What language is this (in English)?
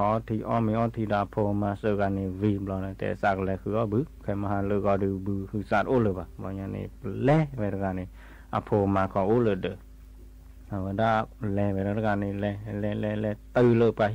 S'gaw Karen